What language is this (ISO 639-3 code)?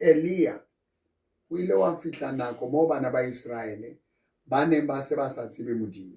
sot